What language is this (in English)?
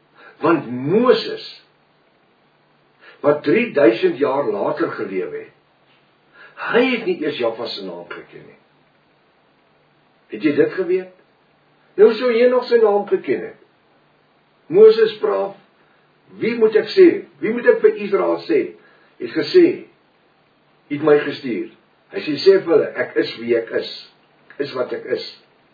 Afrikaans